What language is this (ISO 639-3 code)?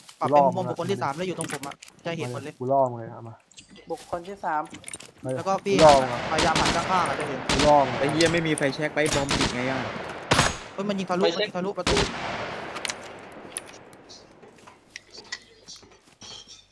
tha